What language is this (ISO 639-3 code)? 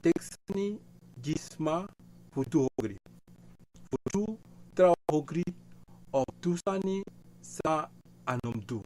srn